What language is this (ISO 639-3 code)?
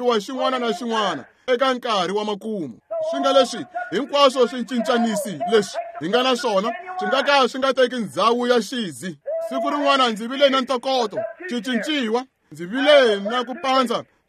tso